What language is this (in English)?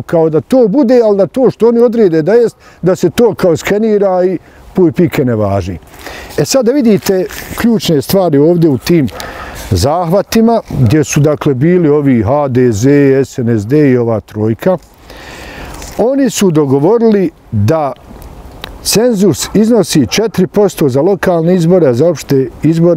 Bosnian